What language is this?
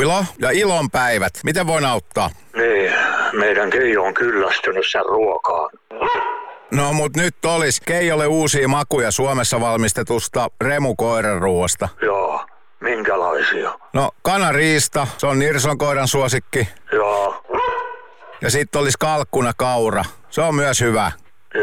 Finnish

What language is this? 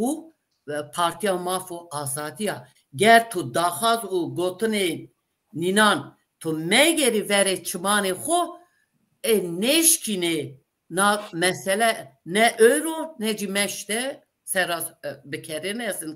Zaza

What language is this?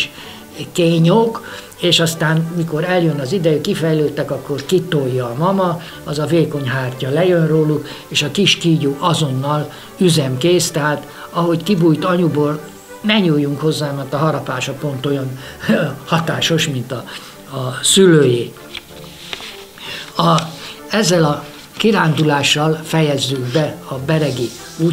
Hungarian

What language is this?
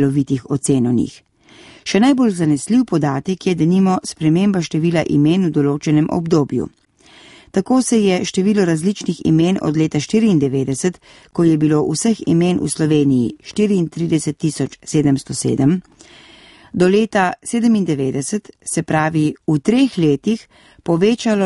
Slovenian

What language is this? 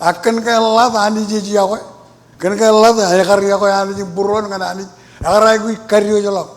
Marshallese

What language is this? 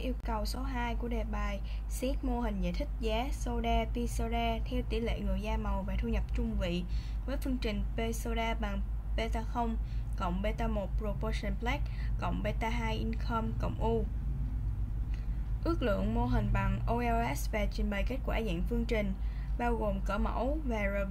Vietnamese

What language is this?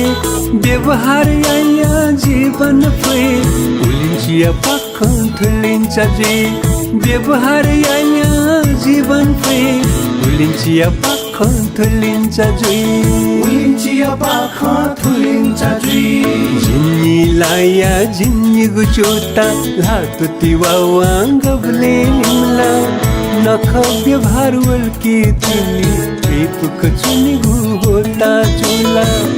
Newari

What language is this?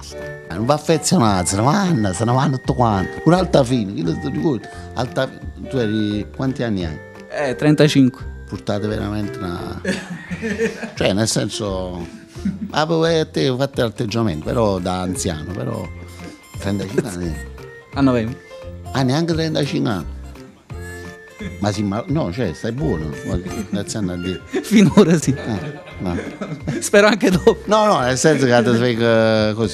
Italian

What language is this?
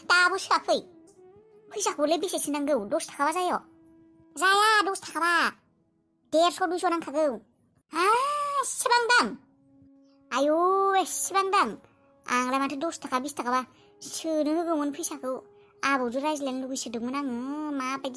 Bodo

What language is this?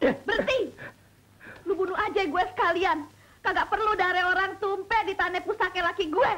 Betawi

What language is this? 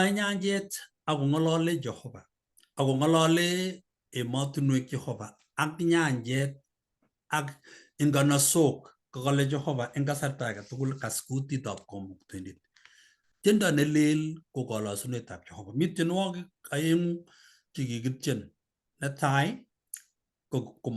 Kalenjin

